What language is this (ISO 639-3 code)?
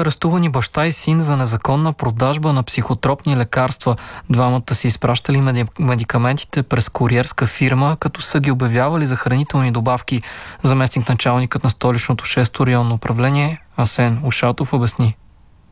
bul